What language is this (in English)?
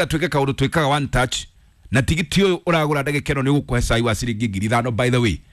Kikuyu